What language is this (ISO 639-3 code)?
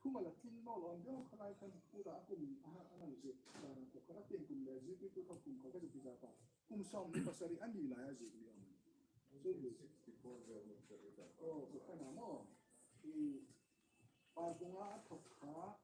hmr